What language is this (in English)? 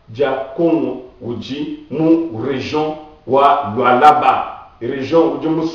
Luba-Lulua